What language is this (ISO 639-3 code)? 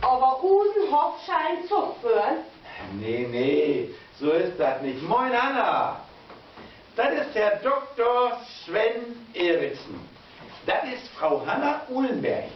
nds